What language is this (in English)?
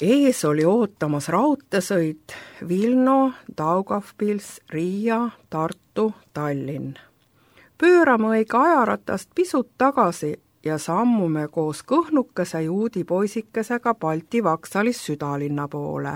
Estonian